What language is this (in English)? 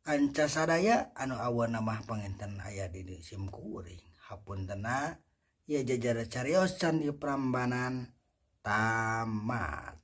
Sundanese